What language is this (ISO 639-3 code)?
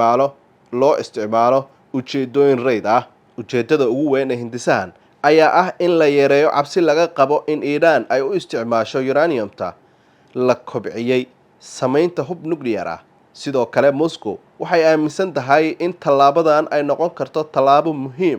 som